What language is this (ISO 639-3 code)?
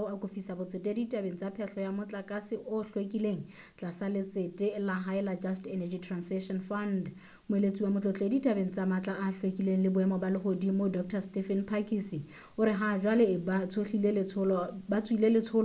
sot